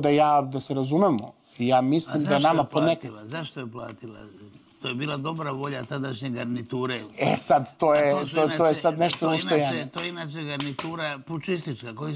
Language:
Serbian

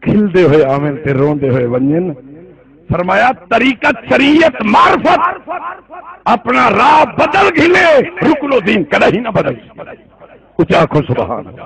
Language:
Saraiki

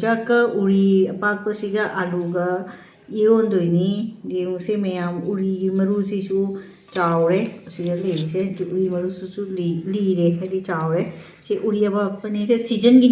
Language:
Manipuri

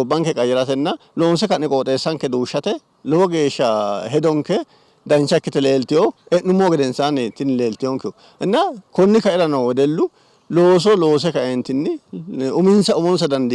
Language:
Sidamo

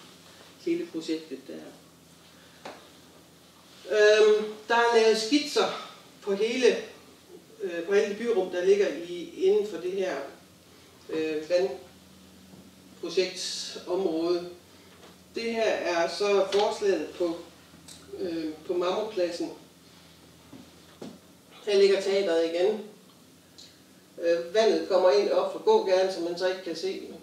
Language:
Danish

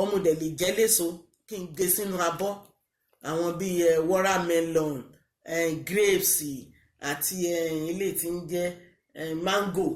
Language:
Yoruba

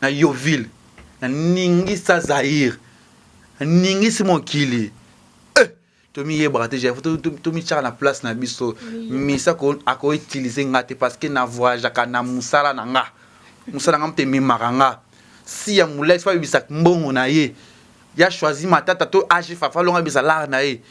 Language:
Lingala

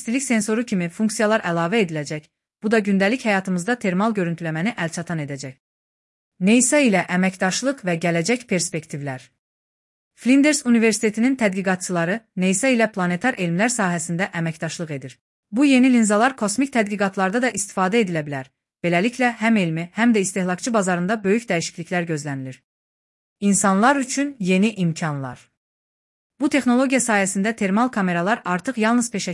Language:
Azerbaijani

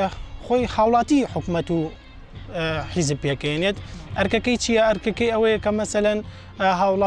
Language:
Central Kurdish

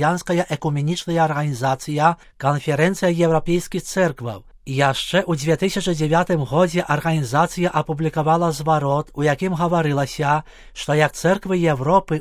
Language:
Belarusian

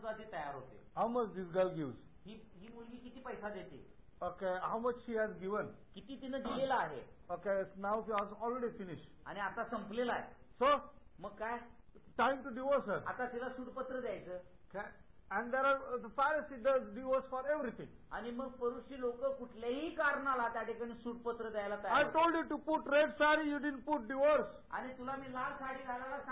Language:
Marathi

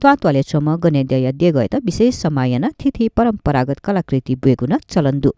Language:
Newari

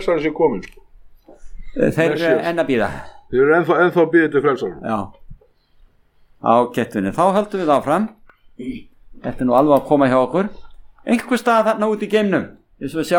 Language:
Icelandic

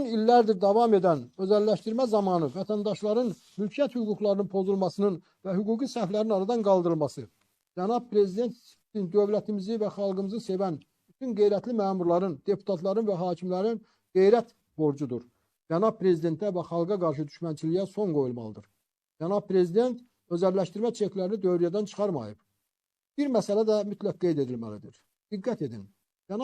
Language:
Azerbaijani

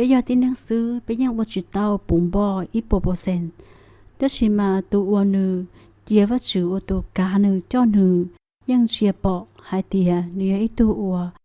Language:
Hmong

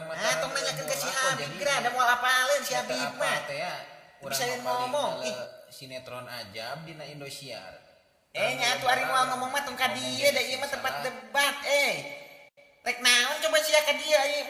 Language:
Sundanese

